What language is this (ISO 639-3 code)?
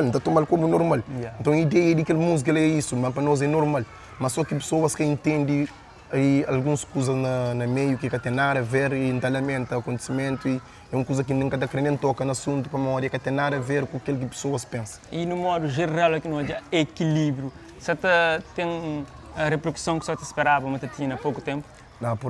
kea